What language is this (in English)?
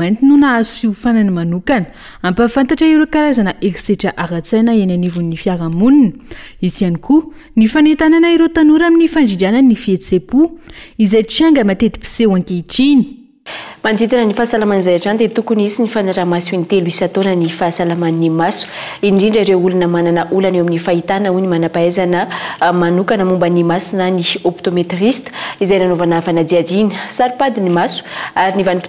Malagasy